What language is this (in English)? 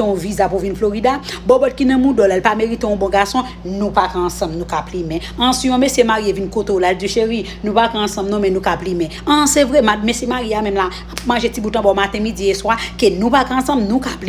Haitian Creole